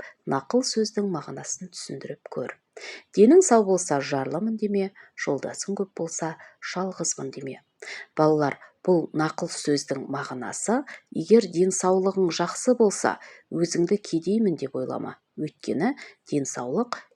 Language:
Kazakh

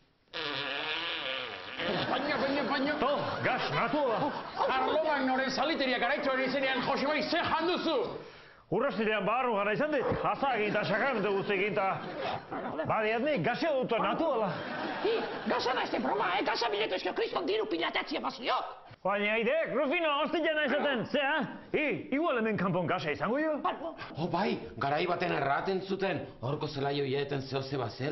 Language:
Basque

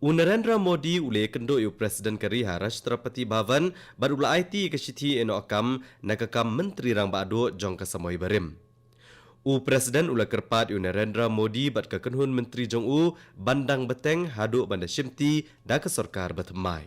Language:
Khasi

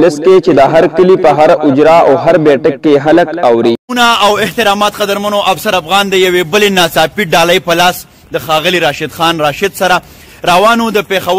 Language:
Pashto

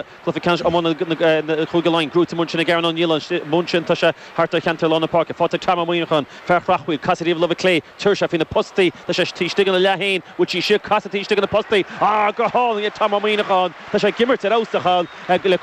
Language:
Irish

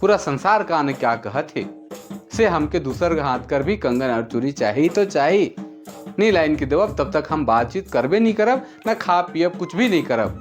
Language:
Sadri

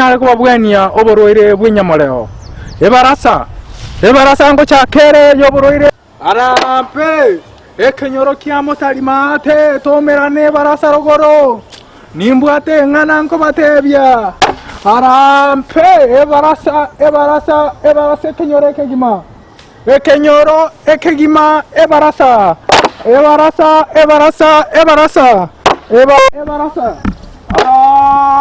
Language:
Gusii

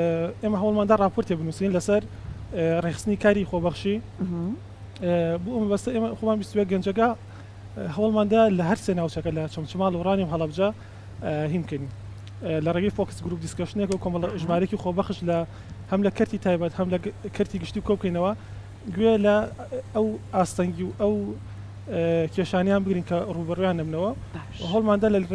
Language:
Central Kurdish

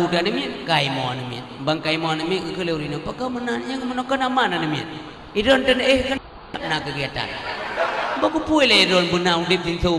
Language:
Achinese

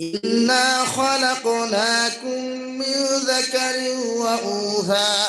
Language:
Sylheti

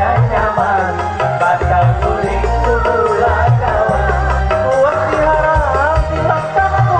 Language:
Banjar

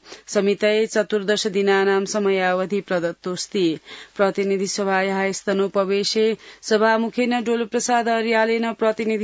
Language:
Sanskrit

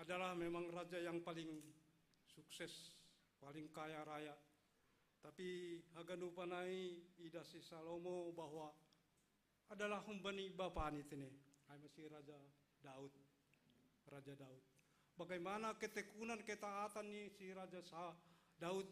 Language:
Batak Simalungun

